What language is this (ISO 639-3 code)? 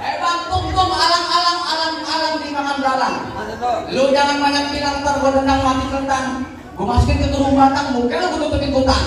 bew